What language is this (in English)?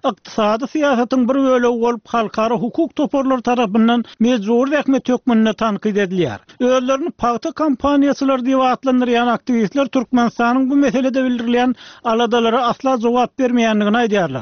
Turkmen